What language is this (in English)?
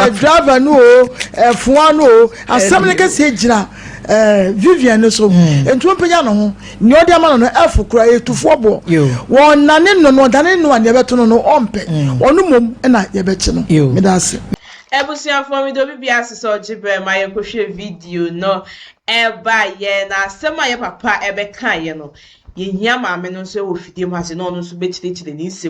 Akan